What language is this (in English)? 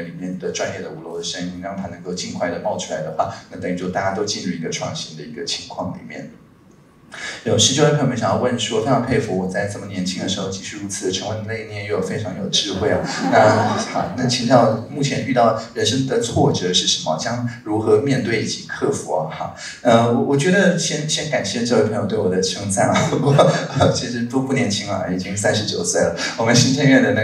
Chinese